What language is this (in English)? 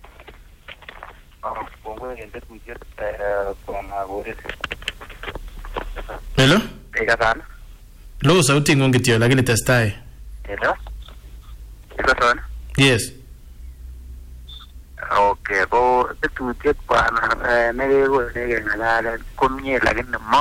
Swahili